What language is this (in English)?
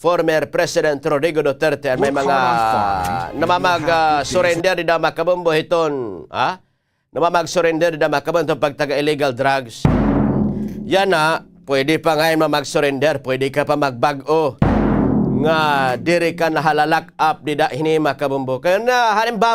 Waray